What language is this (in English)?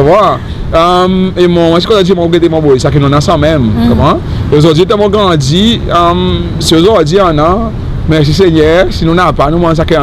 Seselwa Creole French